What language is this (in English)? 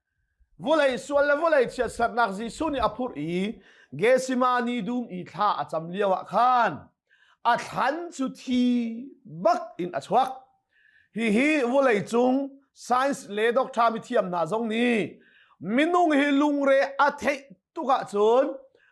Hakha Chin